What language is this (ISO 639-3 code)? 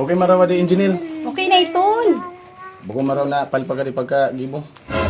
bik